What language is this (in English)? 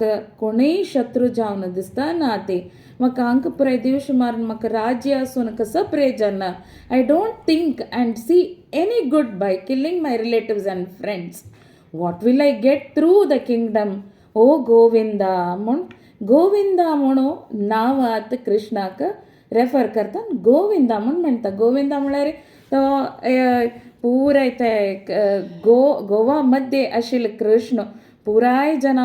Konkani